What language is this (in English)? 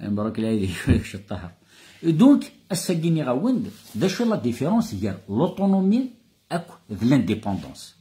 Kabyle